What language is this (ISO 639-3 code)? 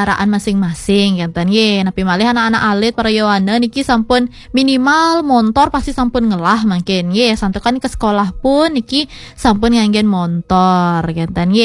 ban